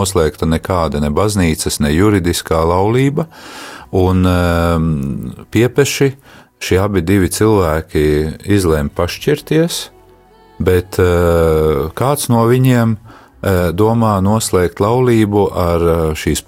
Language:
Latvian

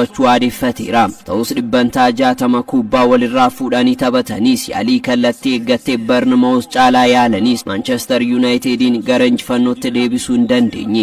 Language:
Oromo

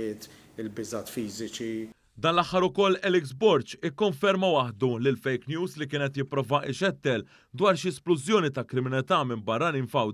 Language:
Maltese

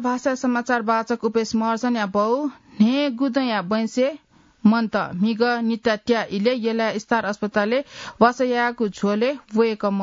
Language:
Newari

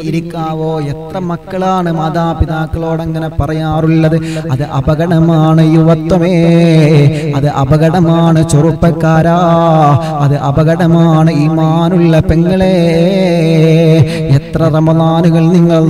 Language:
Malayalam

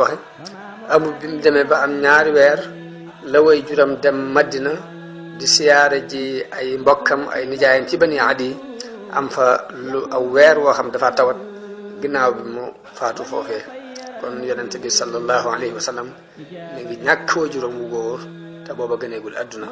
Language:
Wolof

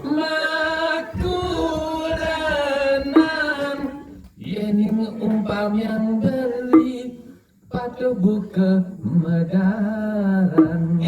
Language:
Balinese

